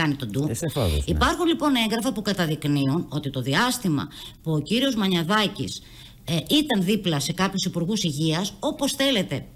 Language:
Greek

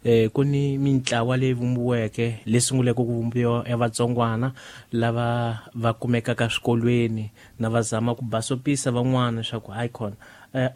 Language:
Tsonga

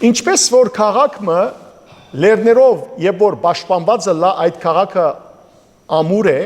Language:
Western Armenian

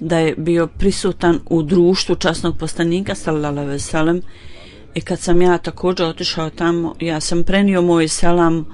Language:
Bosnian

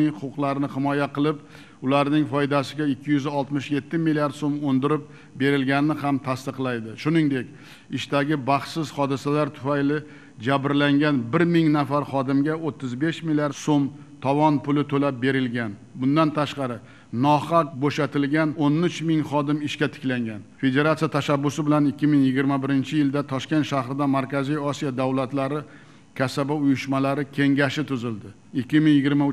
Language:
Uzbek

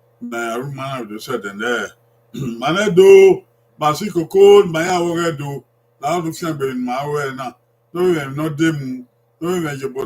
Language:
Bini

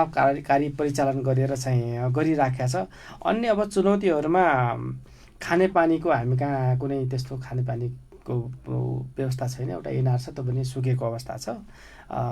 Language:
Nepali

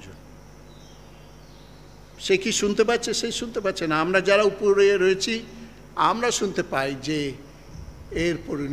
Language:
Bangla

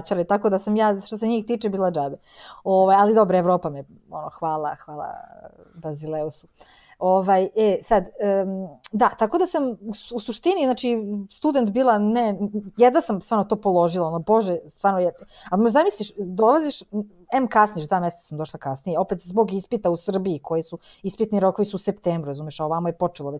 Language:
Serbian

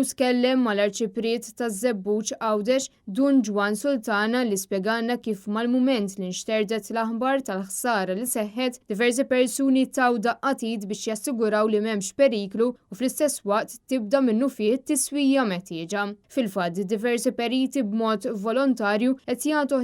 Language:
Maltese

